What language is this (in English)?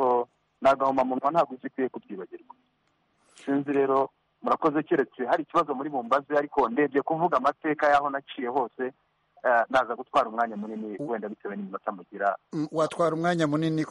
Kinyarwanda